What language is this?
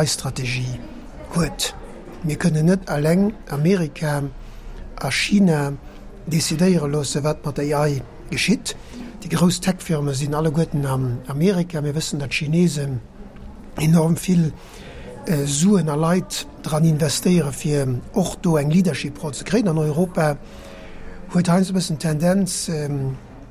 Luxembourgish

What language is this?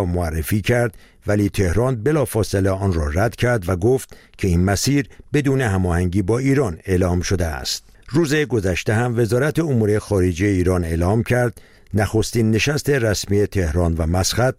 Persian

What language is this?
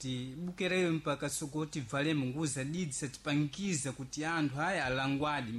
Sena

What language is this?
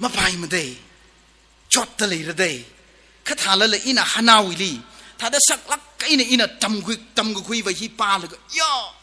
Tangkhul Naga (India)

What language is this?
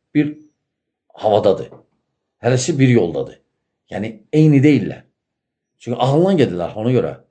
Azerbaijani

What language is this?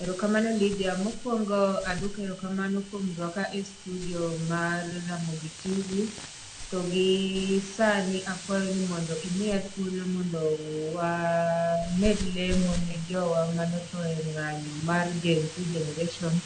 Luo (Kenya and Tanzania)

